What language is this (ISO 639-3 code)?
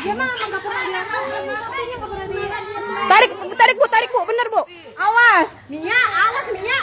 bew